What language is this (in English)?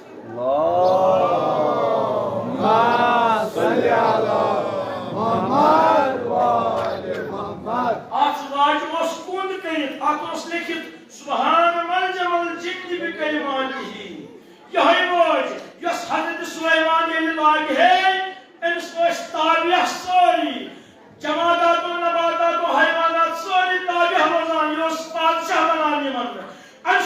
Kashmiri